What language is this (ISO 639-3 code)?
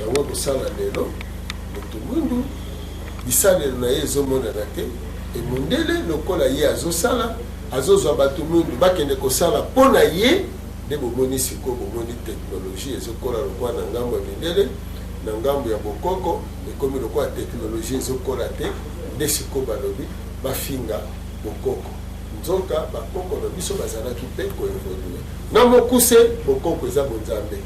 lin